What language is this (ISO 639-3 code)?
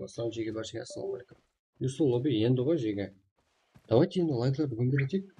kaa